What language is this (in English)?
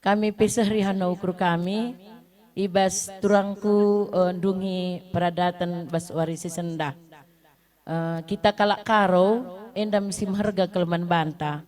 Batak Karo